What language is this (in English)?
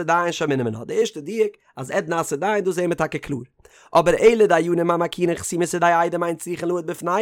Yiddish